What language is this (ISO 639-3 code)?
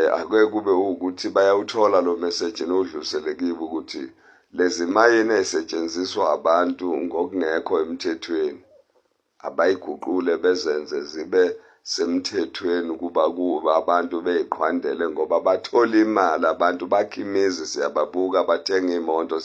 zul